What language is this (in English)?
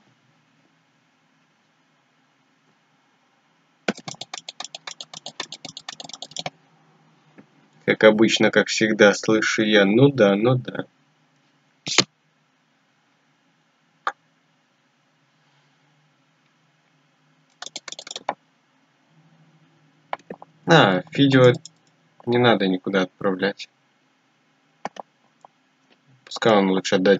Russian